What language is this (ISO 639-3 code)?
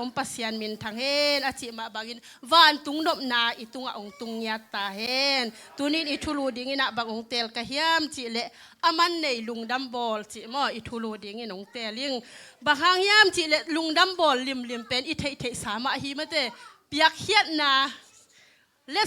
ctd